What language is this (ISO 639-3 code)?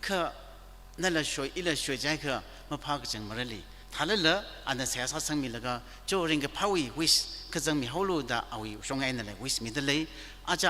nmf